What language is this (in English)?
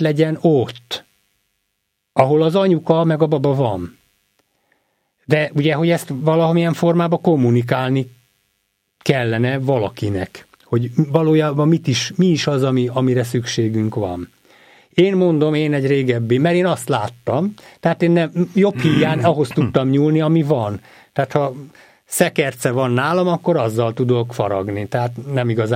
Hungarian